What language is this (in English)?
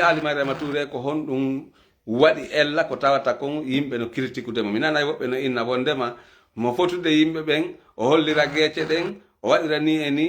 Fula